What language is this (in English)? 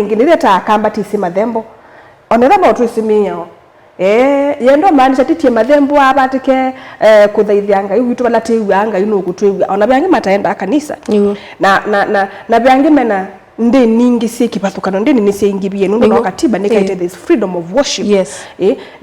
Kamba